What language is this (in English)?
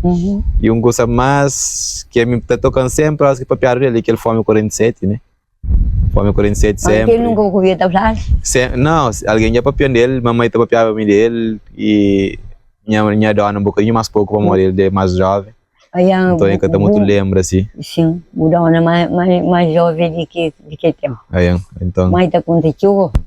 Kabuverdianu